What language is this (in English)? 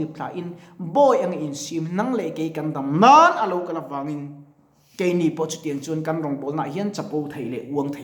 Mizo